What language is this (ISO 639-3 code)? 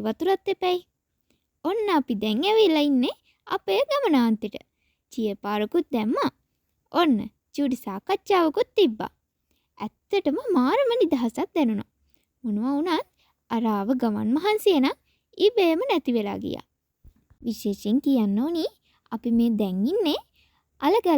sin